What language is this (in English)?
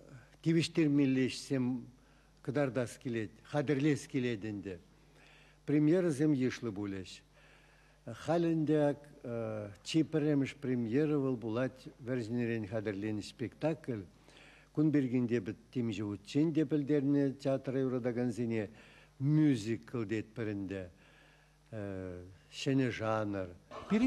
Chuvash